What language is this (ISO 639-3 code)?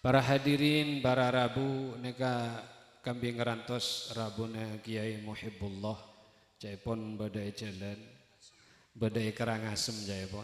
mad